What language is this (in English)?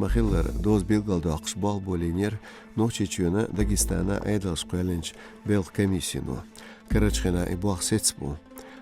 Chechen